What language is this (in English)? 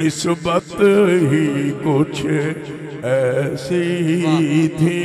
Saraiki